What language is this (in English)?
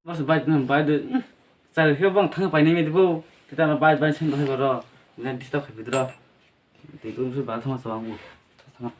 Kok Borok